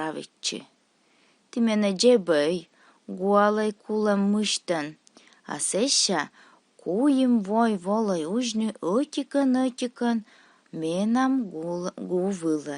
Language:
Komi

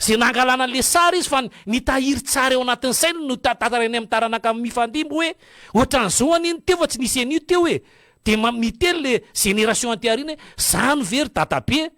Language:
Malagasy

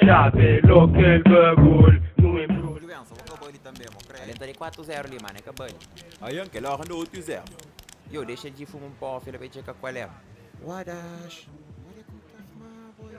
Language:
Kabuverdianu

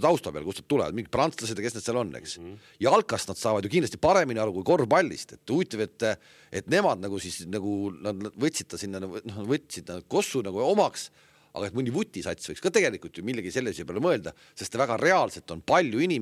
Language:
Estonian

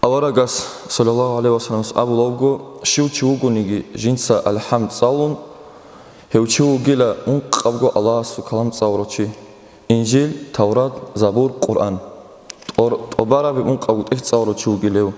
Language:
Avaric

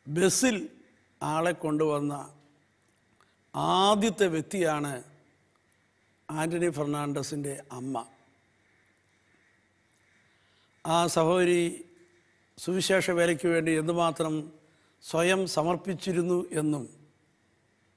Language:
Malayalam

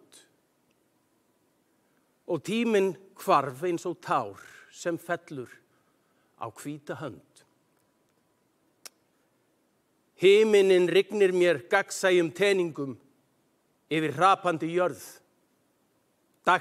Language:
Icelandic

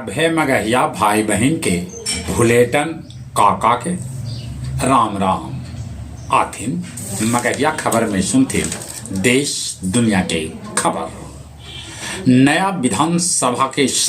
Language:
Magahi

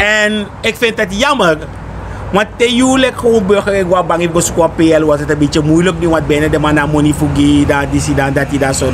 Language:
Sranan Tongo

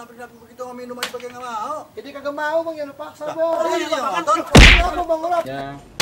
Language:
Betawi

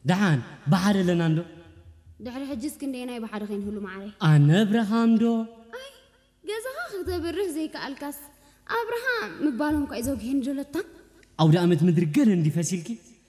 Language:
Tigrinya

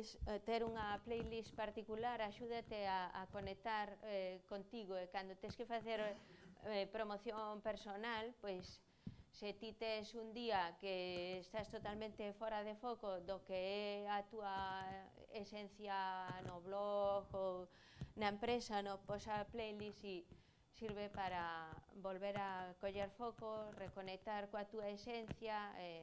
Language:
Galician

